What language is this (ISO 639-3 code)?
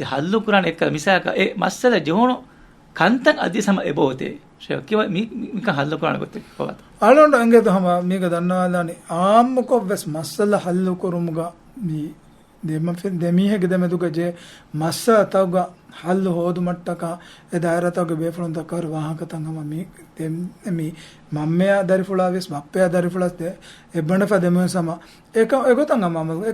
div